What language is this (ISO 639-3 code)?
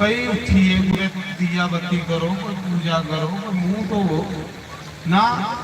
doi